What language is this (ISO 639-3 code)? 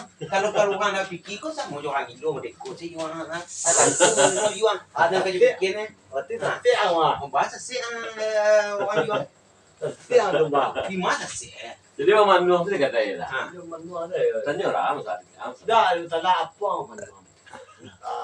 min